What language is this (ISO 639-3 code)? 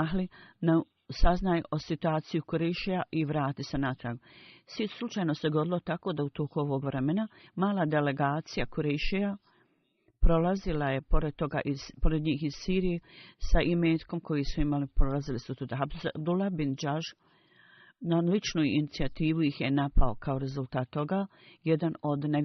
bos